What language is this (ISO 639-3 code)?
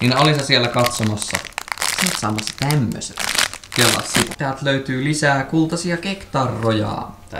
fin